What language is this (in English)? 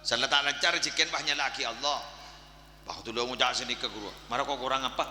Madurese